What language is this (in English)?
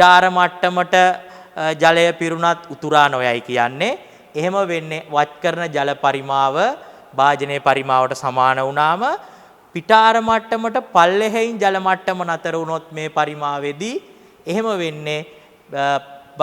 Sinhala